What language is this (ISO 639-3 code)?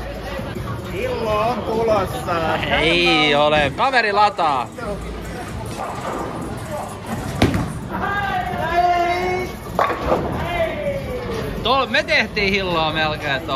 fin